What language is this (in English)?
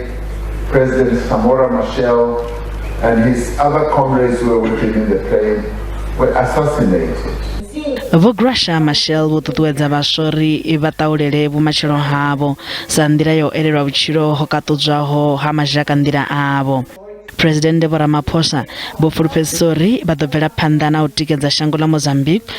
Venda